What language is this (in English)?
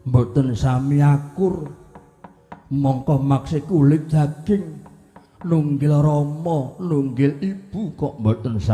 Javanese